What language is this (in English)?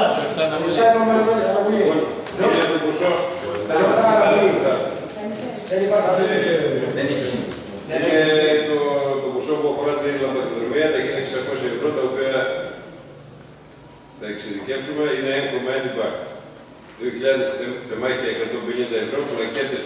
Greek